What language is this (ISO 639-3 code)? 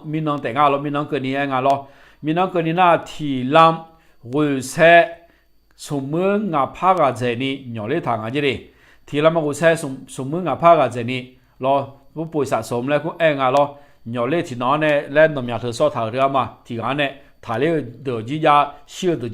ahk